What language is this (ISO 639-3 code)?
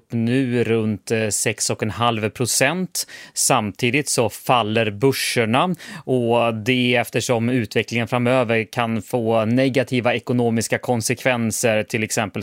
swe